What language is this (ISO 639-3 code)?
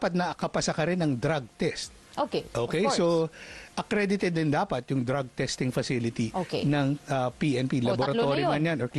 fil